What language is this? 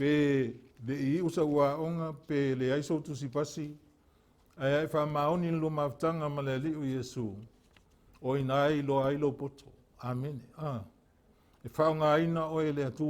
Samoan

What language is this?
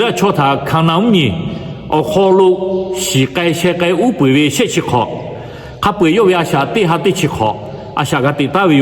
Lahu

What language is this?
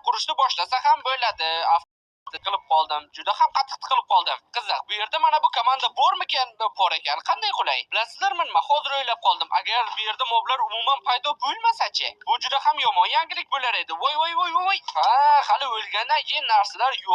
Uzbek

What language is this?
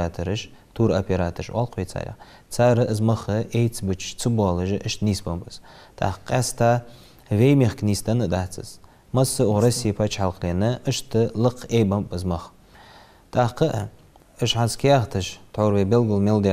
Ingush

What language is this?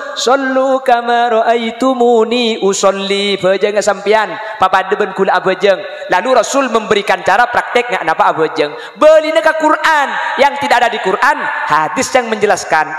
Madurese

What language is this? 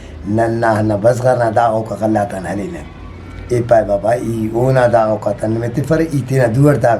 Brahui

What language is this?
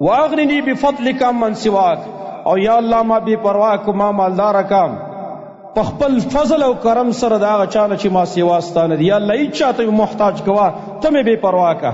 Pashto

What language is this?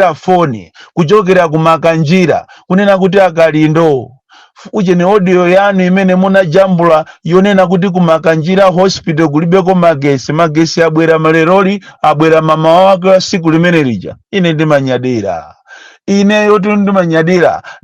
Nyanja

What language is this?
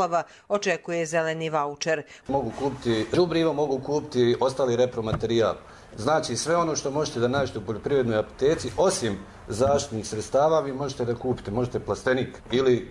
Croatian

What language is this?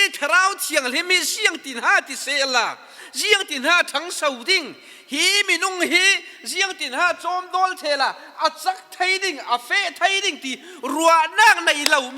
Falam Chin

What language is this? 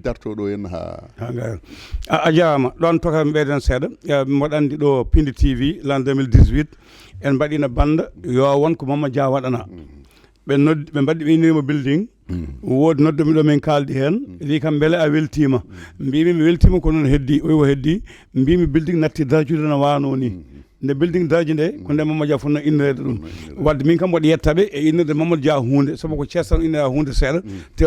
Fula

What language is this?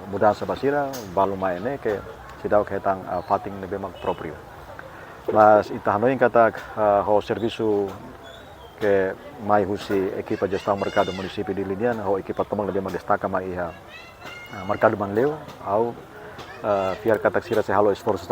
Tetum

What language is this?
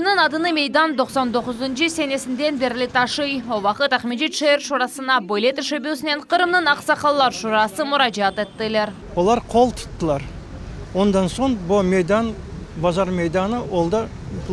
Crimean Tatar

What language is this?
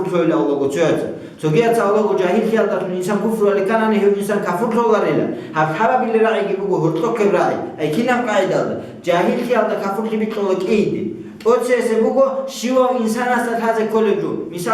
Avaric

